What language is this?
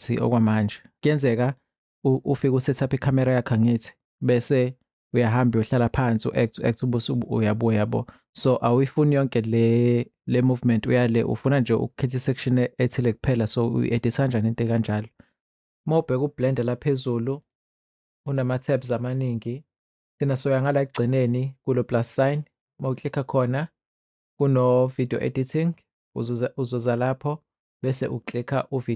Zulu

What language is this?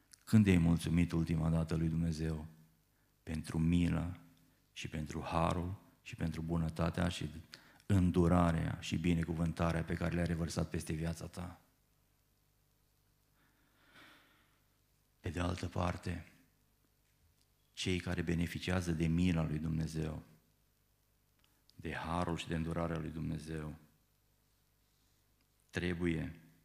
Romanian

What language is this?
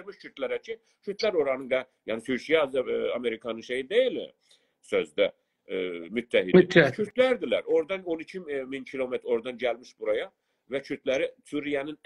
South Azerbaijani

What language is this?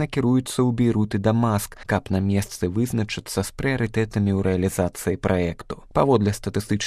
Belarusian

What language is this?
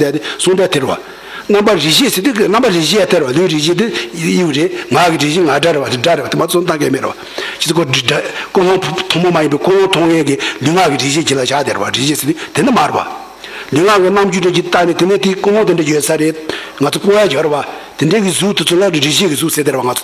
Tibetan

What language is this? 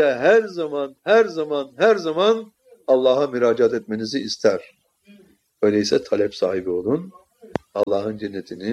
Turkish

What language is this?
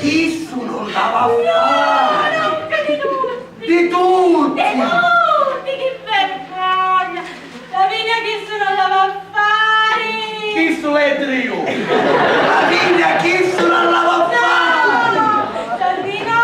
Sicilian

